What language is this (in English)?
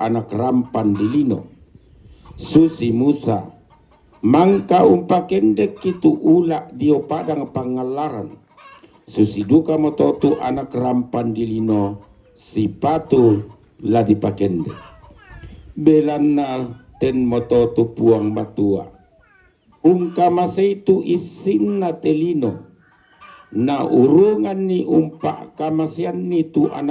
Toraja-Sa'dan